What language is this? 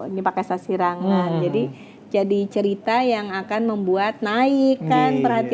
Banjar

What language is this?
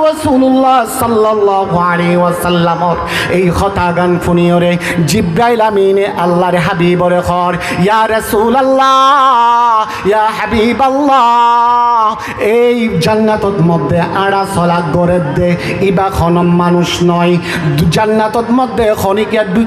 Rohingya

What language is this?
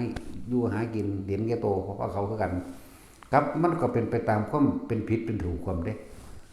Northeastern Thai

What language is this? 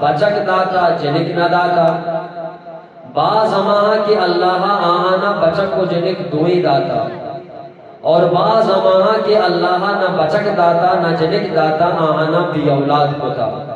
Eastern Balochi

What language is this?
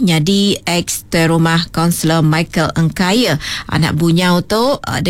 Iban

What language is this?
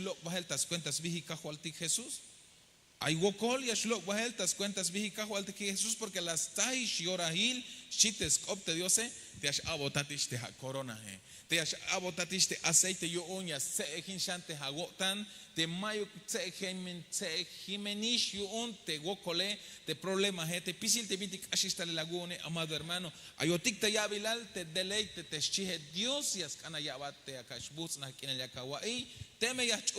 Tzeltal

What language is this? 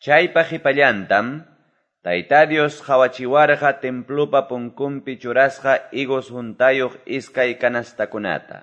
Quechua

